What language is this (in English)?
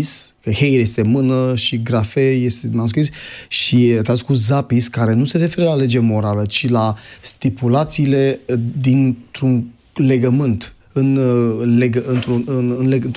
Romanian